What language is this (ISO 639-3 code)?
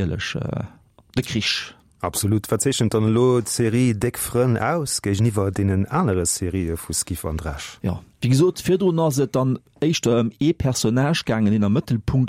ltz